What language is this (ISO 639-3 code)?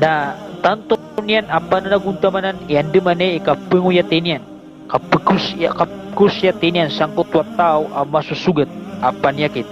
mrw